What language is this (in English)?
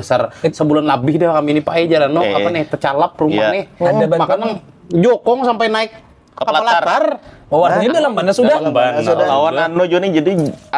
Banjar